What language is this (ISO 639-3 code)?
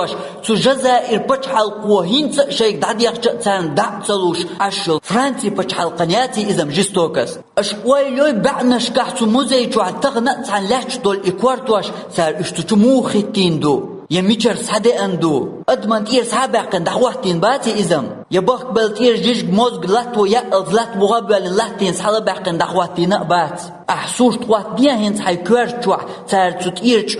che